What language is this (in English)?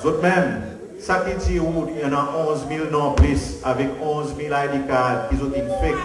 Seselwa Creole French